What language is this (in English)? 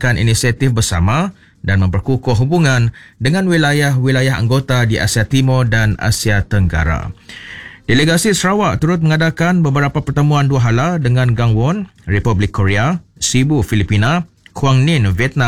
Malay